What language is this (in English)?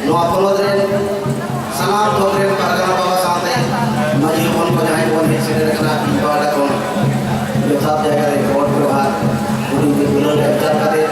Santali